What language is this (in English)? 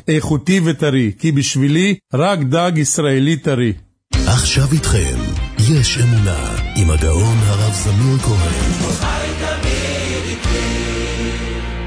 Hebrew